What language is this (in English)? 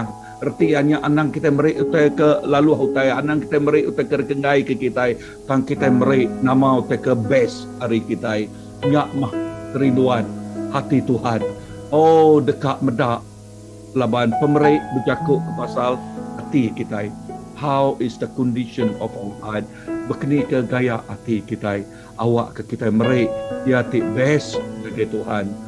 Iban